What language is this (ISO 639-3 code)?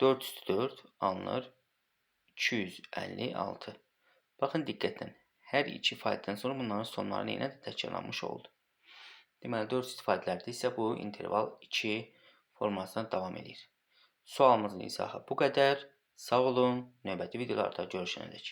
aze